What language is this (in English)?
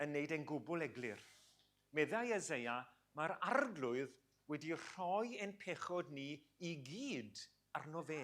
Welsh